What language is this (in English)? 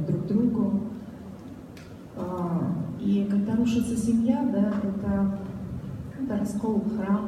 Russian